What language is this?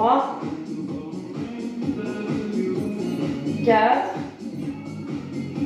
French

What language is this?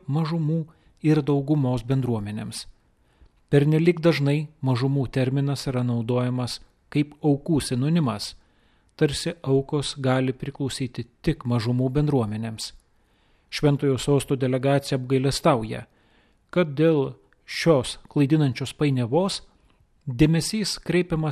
Lithuanian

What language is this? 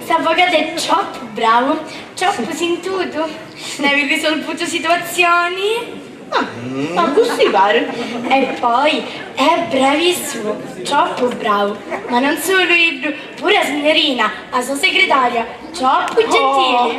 Sicilian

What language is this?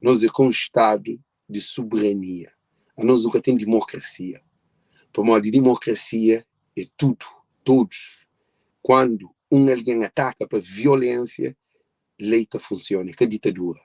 Kabuverdianu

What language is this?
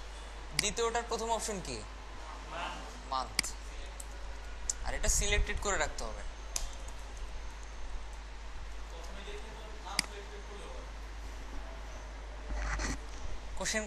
Bangla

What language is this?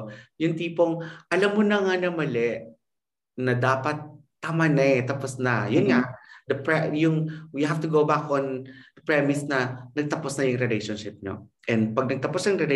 Filipino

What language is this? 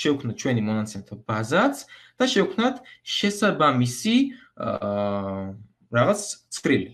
Georgian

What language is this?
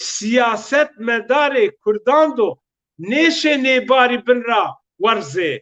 Zaza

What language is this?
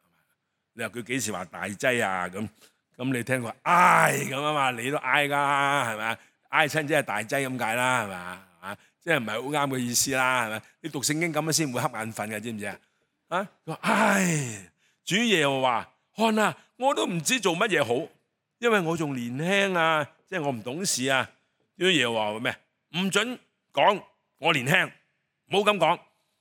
Cantonese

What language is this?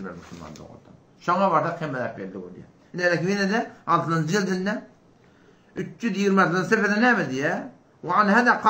Turkmen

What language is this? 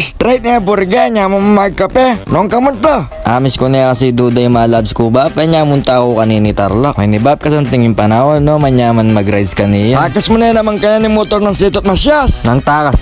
Pampanga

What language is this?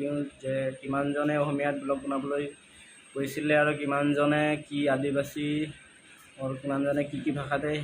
Assamese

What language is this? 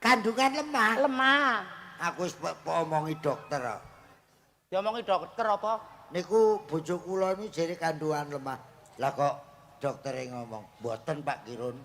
Javanese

